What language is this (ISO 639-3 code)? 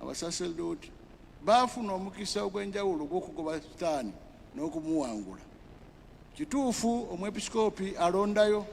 lug